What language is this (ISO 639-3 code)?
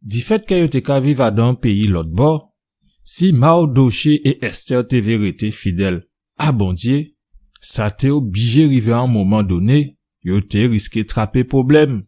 gcf